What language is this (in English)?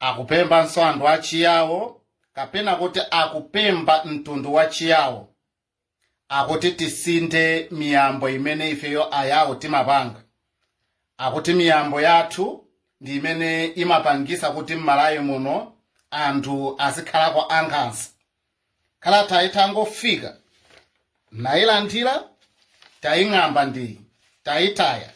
Nyanja